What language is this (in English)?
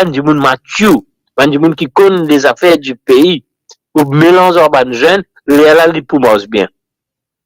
Morisyen